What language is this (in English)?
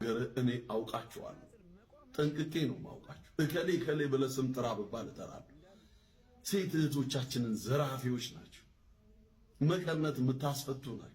Amharic